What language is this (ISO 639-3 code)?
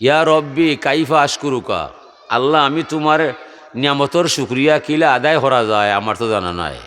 syl